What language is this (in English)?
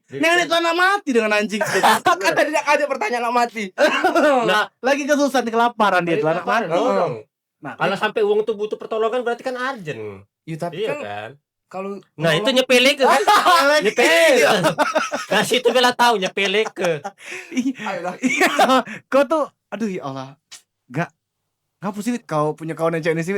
Musi